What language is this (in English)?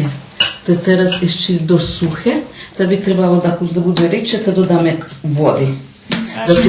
Rusyn